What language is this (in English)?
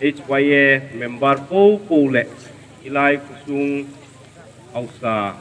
Hmar